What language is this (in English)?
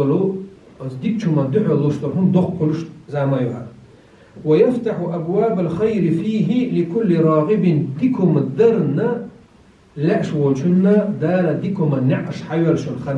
Chechen